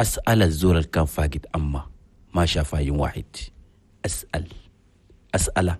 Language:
Chadian Arabic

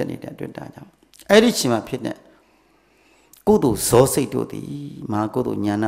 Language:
Burmese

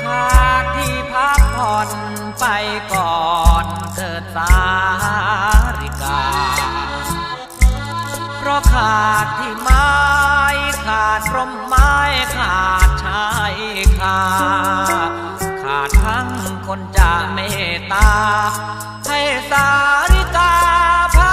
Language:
Thai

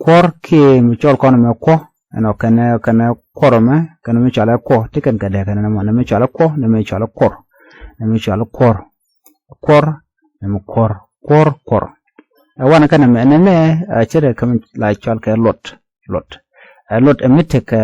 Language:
Nuer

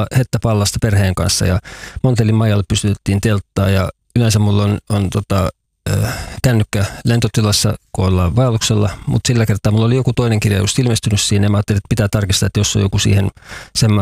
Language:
Finnish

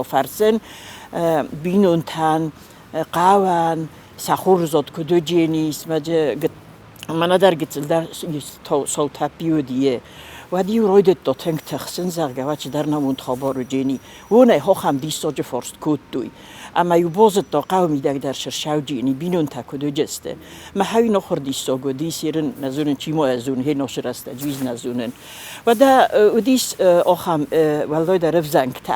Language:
Ossetic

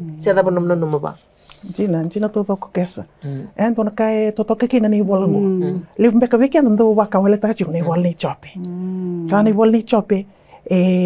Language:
Fijian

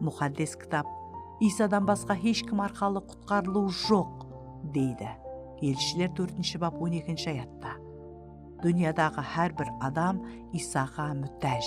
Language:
Kara-Kalpak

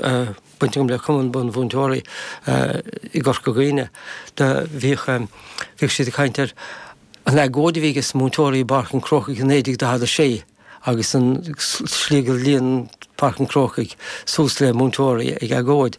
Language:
Irish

